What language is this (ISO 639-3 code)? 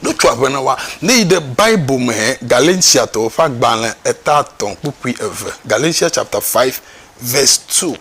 ewe